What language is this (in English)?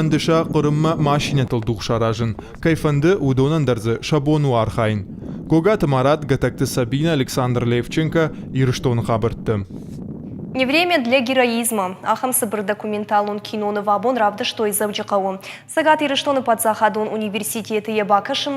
Ossetic